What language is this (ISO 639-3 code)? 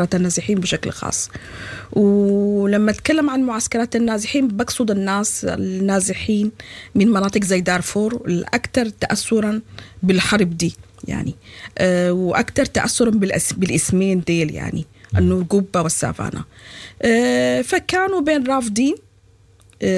apd